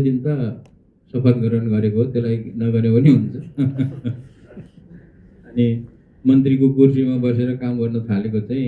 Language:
Nepali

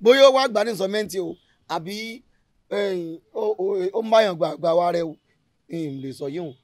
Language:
Yoruba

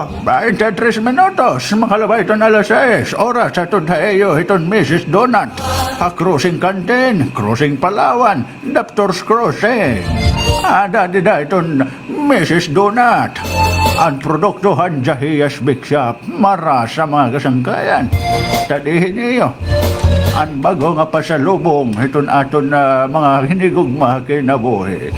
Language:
Waray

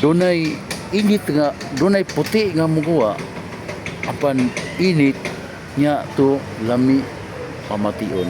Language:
Cebuano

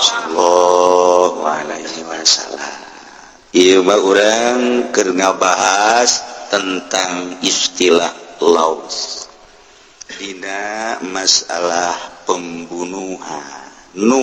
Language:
Sundanese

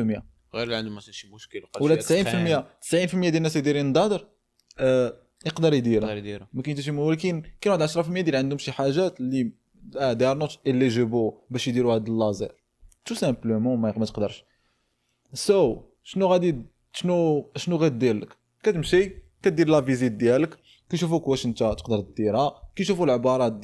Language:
Moroccan Arabic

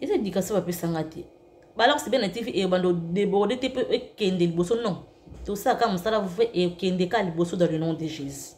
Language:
Lingala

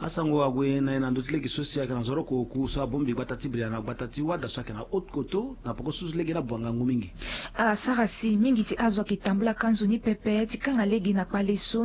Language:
Sango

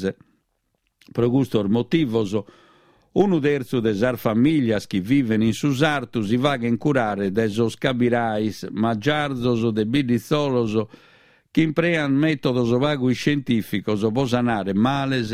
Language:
Sardinian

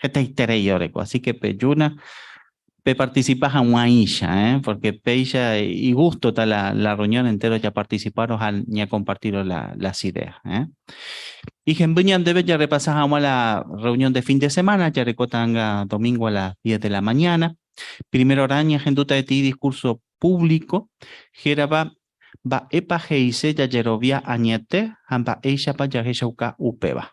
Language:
Guarani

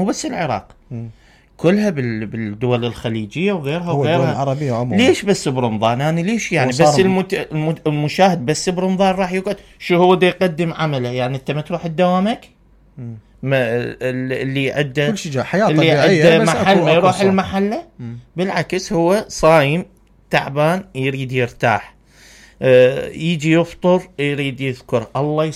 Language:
Mesopotamian Arabic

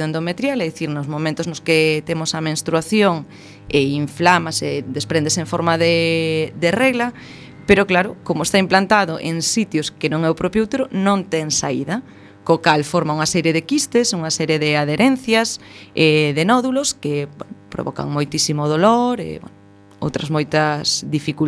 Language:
Galician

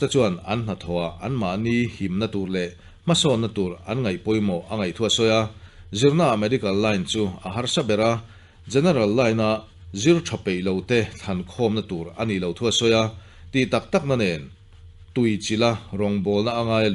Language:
Mizo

